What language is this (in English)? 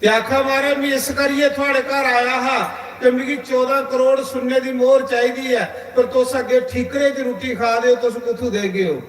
Dogri